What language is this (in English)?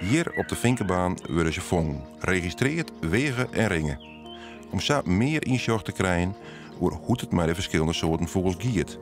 Western Frisian